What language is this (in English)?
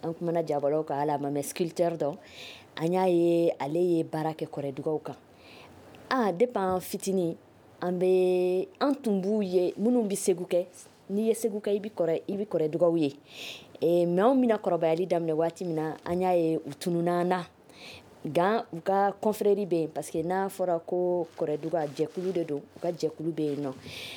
Bambara